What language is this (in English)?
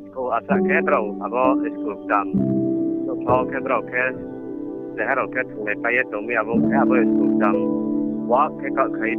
Riang (India)